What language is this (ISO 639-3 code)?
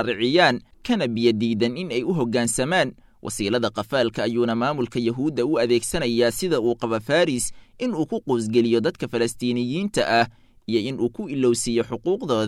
som